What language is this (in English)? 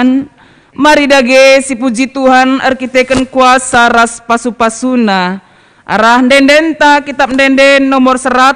Batak Karo